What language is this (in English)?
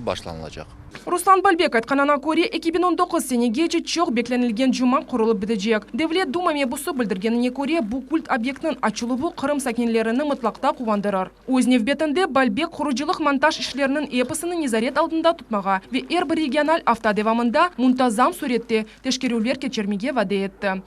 Crimean Tatar